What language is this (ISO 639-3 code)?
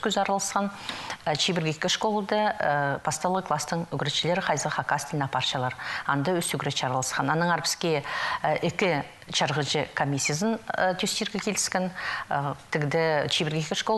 kjh